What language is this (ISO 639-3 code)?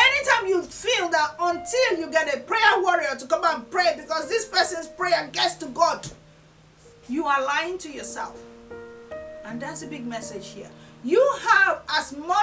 eng